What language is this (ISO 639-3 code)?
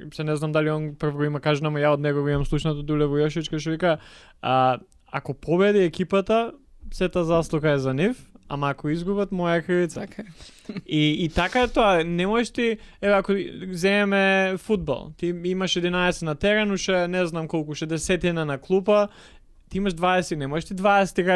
mkd